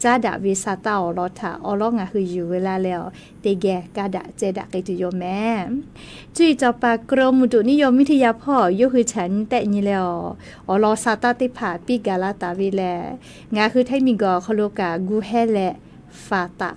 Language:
Lahu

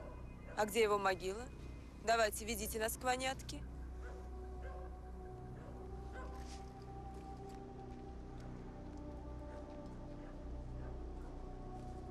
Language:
Russian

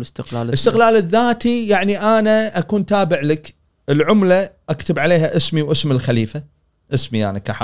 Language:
Gulf Arabic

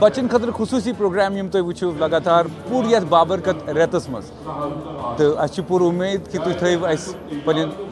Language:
Kashmiri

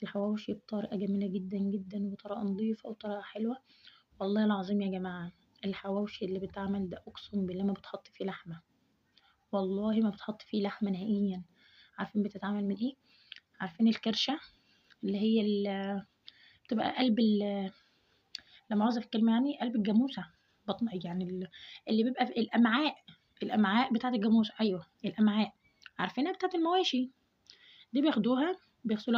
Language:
Egyptian Arabic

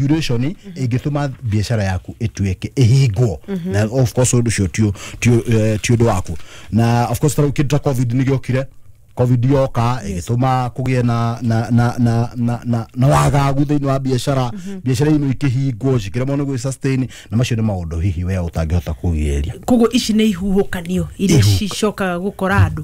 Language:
Kikuyu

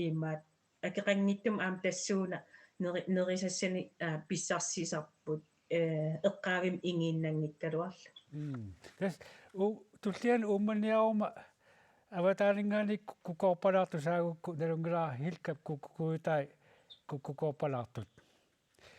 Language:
Kalaallisut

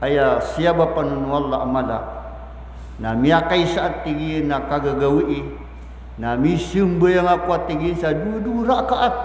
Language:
Maranao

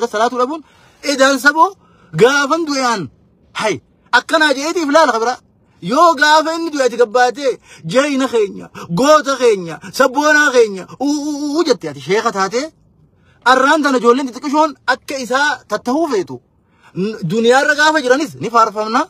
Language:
Oromo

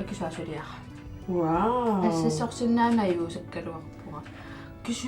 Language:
Kalaallisut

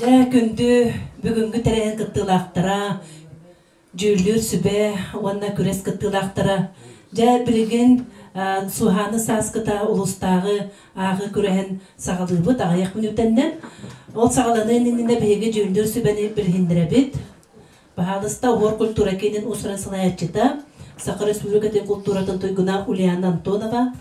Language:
Yakut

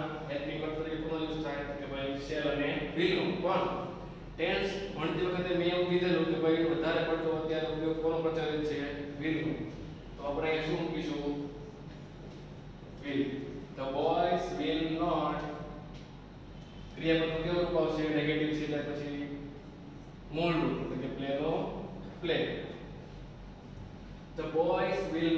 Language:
Gujarati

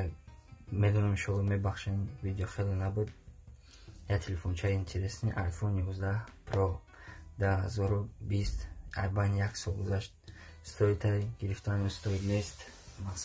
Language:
Tajik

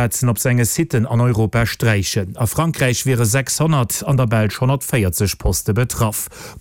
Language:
Luxembourgish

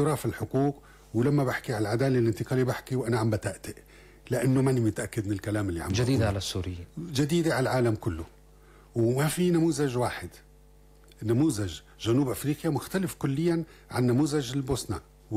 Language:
North Levantine Arabic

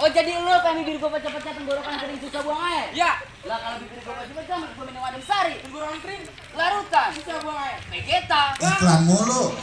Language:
Betawi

